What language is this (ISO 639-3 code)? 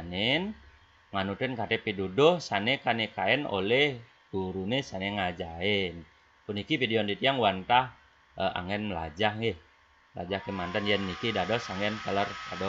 ban